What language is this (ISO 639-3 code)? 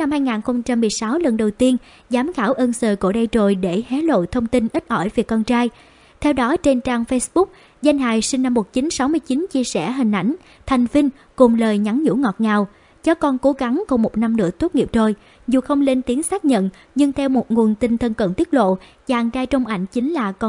vie